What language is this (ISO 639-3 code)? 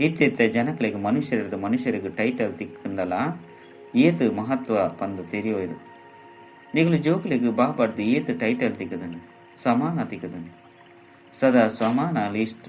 tcy